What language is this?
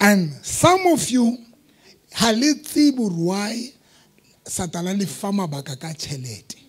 Southern Sotho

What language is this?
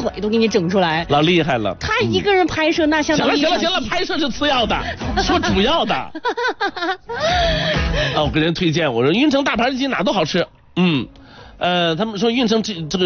Chinese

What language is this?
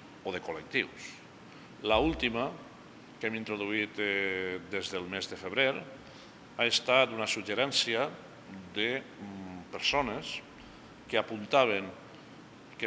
Catalan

